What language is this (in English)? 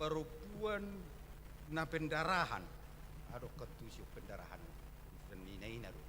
Batak Toba